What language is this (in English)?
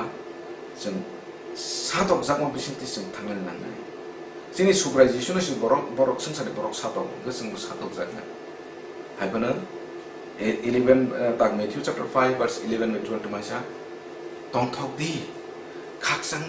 Kok Borok